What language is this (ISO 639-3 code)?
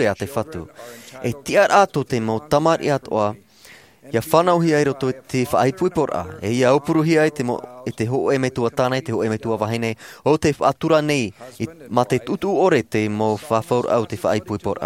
tah